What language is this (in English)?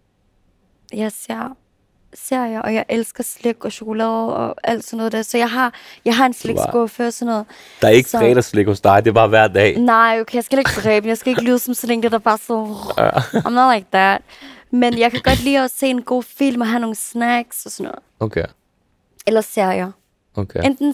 Danish